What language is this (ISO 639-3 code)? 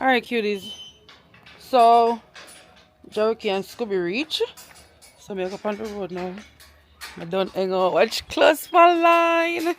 jam